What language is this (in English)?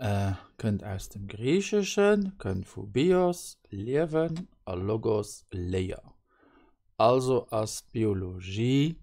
Luxembourgish